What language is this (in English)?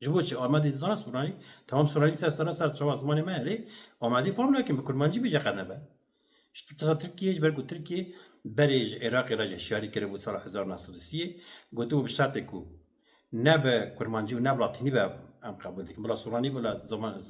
Kurdish